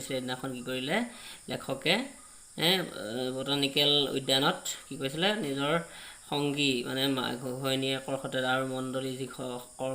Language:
Assamese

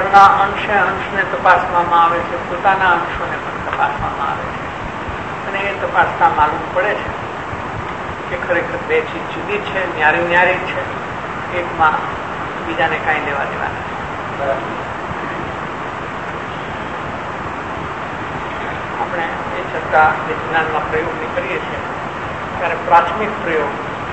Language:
Gujarati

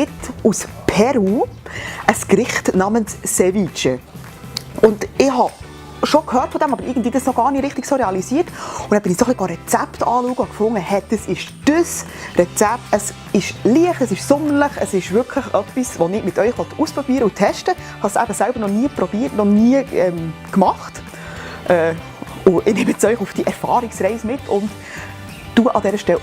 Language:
Swiss German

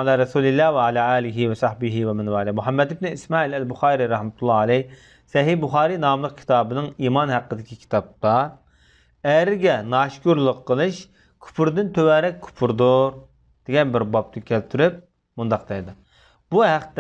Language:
Uyghur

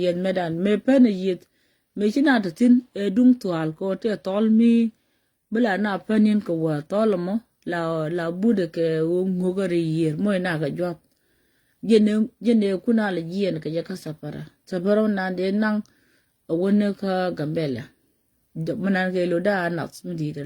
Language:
Nuer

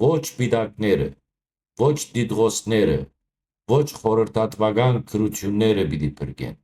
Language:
Western Armenian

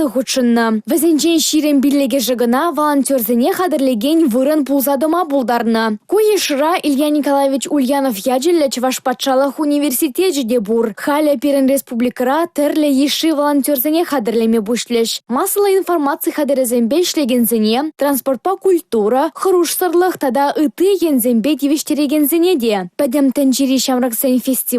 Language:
Chuvash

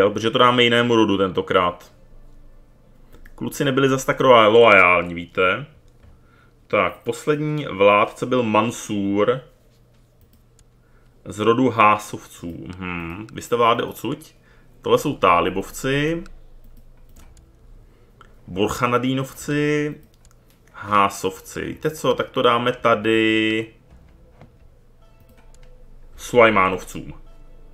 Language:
Czech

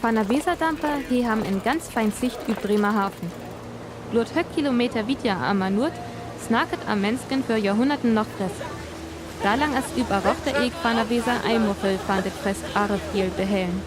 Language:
Northern Frisian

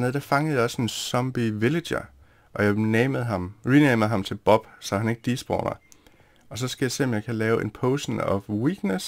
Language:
Danish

